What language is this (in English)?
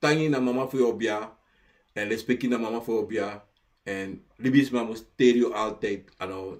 Sranan Tongo